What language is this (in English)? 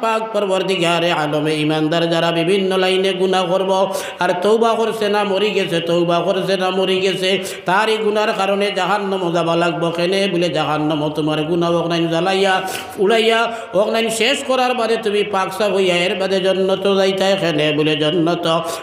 Sylheti